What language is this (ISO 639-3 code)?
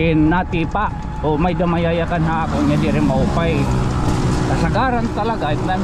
war